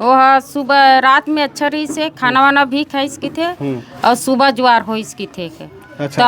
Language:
Chhattisgarhi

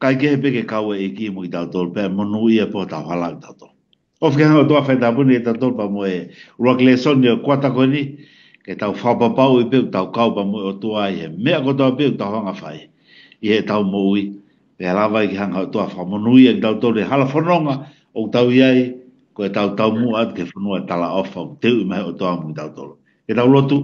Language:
Tongan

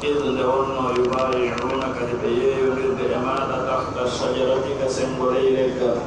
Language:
Pular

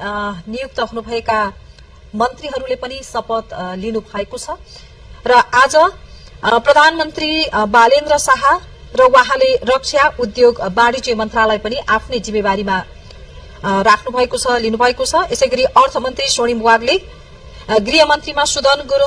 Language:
Nepali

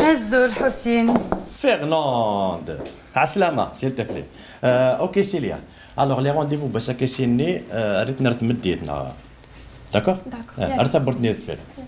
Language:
Kabyle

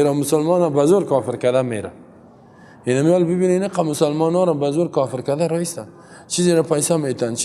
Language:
Persian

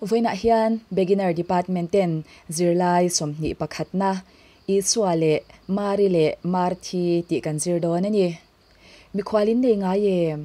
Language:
Mizo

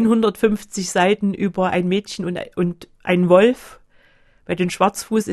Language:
German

